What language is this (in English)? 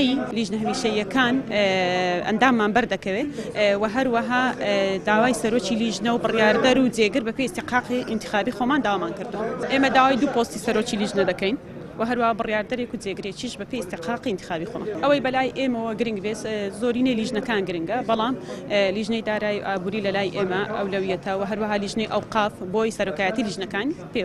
Central Kurdish